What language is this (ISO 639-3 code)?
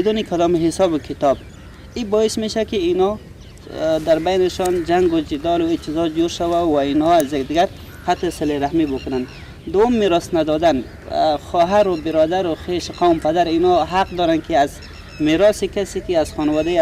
fas